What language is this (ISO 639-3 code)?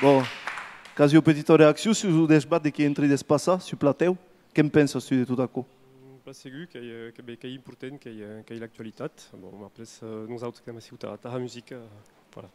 oci